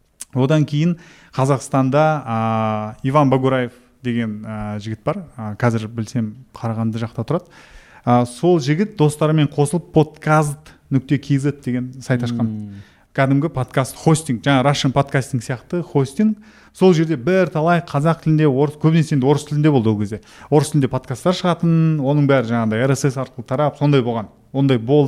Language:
Kazakh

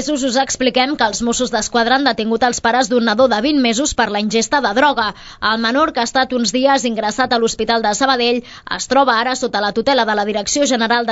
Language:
Catalan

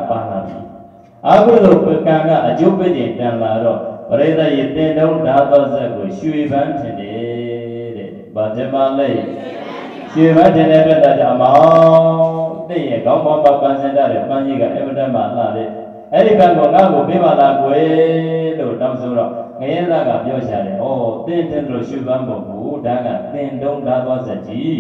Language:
Burmese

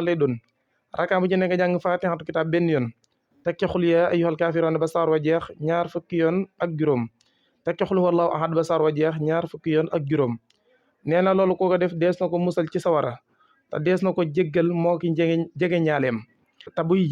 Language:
Wolof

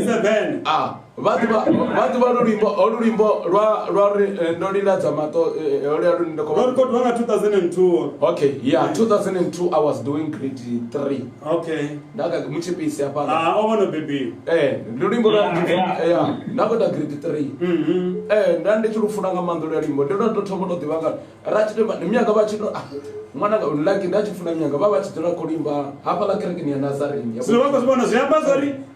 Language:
Venda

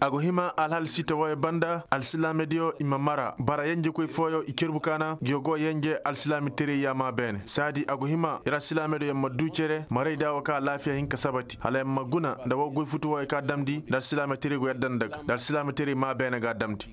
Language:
Koyraboro Senni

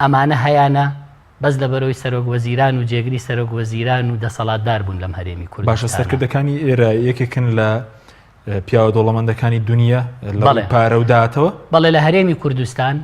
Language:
Central Kurdish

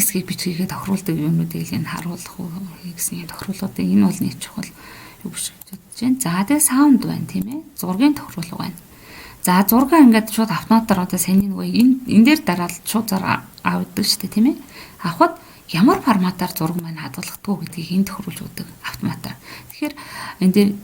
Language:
Mongolian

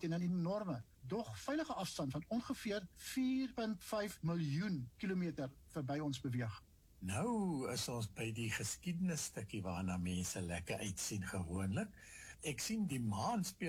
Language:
Afrikaans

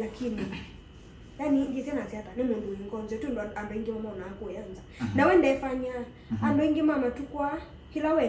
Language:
Kamba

